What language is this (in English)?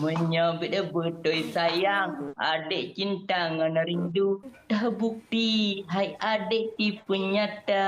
Achinese